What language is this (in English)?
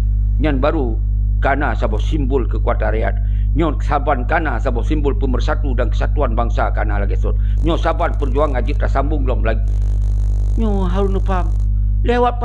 Achinese